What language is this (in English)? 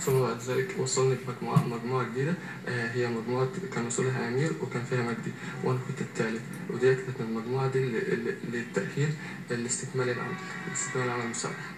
Egyptian Arabic